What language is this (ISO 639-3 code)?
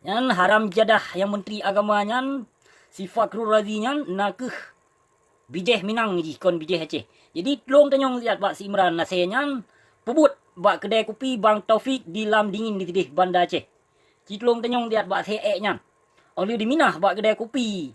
ace